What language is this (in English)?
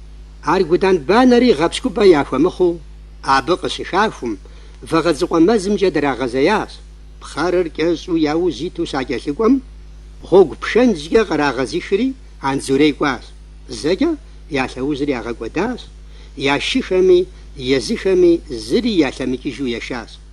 Kabardian